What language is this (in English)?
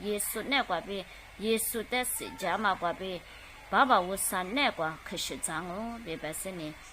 Lisu